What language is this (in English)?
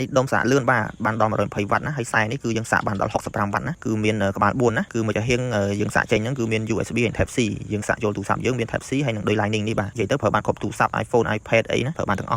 Khmer